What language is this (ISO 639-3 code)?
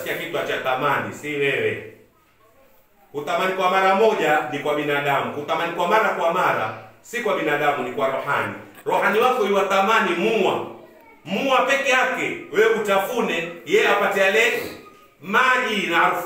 swa